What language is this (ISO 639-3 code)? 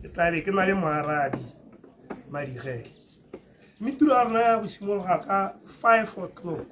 tsn